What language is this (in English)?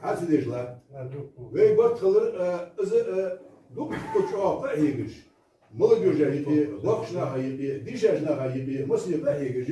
Ingush